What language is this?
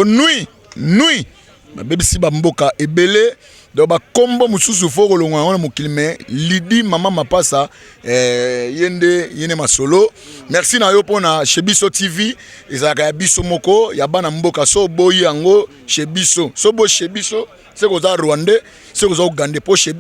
Lingala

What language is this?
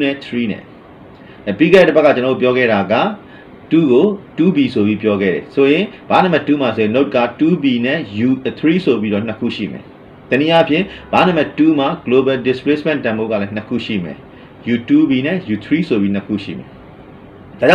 Burmese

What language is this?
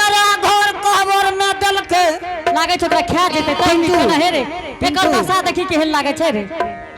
Angika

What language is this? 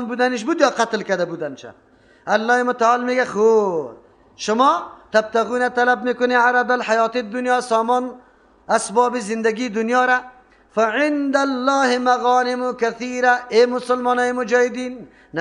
Persian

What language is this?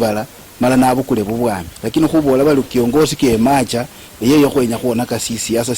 Luyia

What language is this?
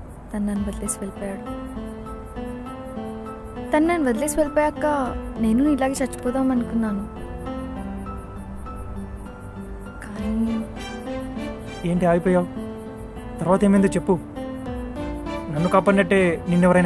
Telugu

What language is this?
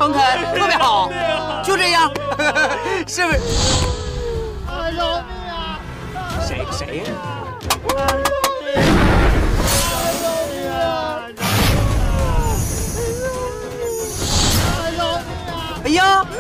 Chinese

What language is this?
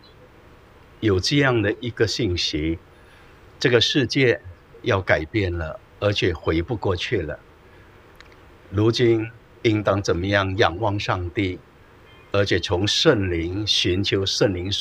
Chinese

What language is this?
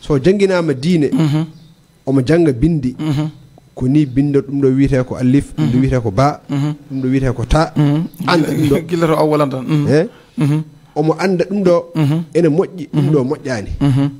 Fula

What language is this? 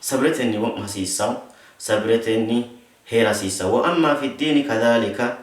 Sidamo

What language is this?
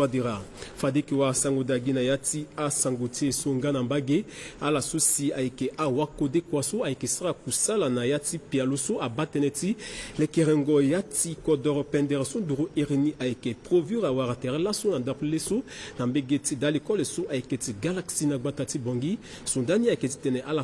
Sango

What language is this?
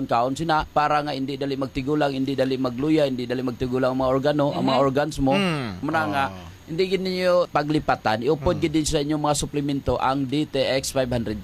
Hiligaynon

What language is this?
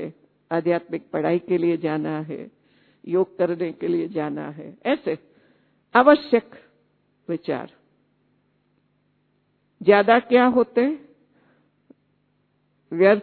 Hindi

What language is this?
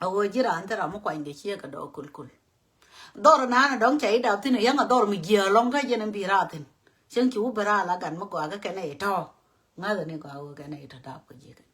Nuer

